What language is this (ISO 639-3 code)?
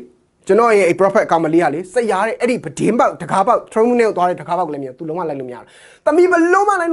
mya